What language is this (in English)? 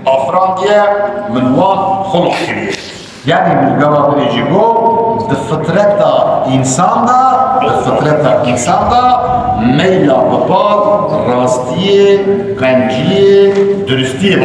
Kurdish